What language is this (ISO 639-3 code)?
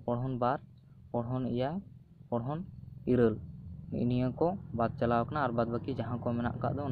sat